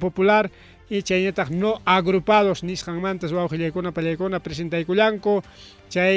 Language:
Ayacucho Quechua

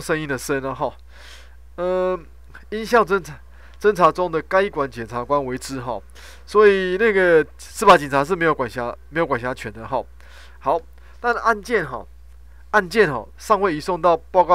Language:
Chinese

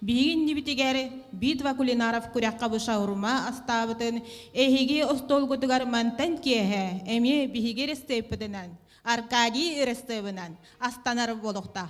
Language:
Yakut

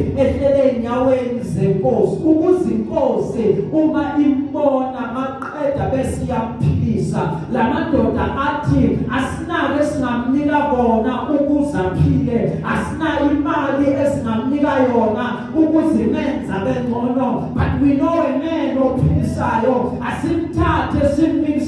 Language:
Zulu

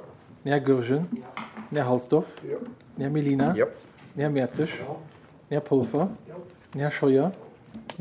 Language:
Luxembourgish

